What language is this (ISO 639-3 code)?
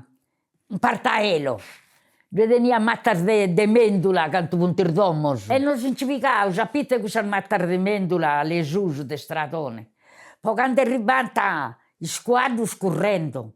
srd